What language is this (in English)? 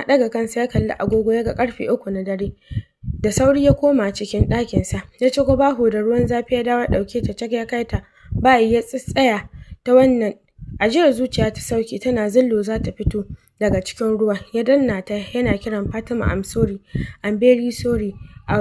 Hausa